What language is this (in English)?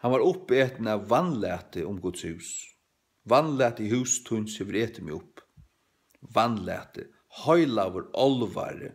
Faroese